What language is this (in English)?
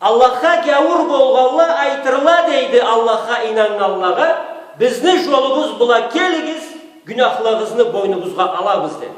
Karachay-Balkar